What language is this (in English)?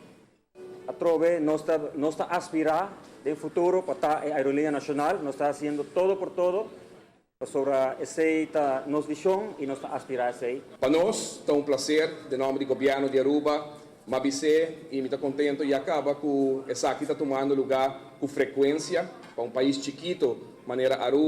Papiamento